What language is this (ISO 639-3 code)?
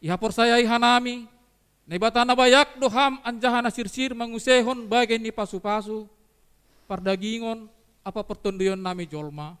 bts